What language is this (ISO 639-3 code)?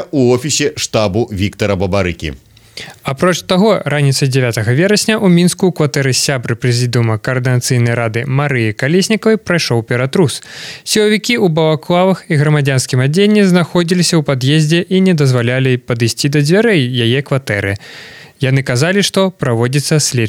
bel